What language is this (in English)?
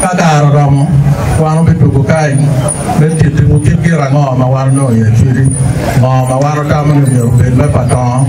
Acoli